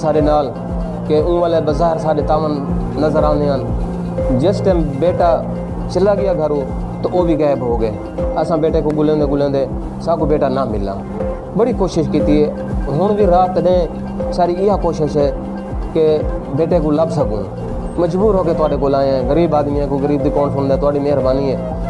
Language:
Saraiki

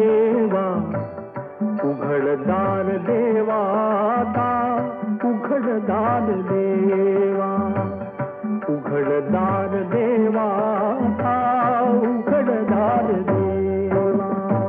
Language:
Marathi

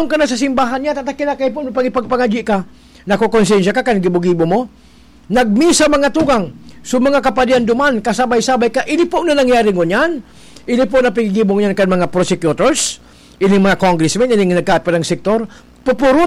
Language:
Bikol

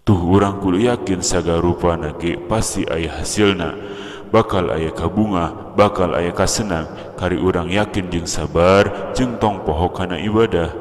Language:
Sundanese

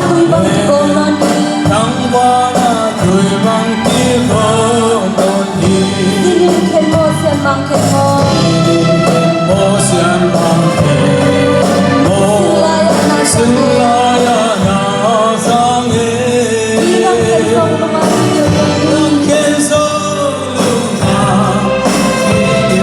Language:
Tedim Chin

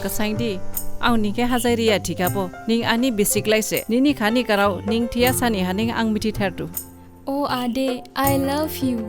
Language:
Dimasa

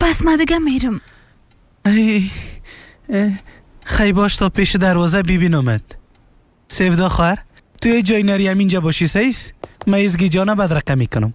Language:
Persian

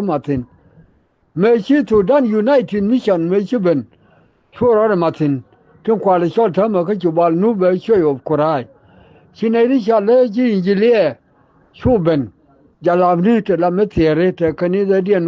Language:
Nuer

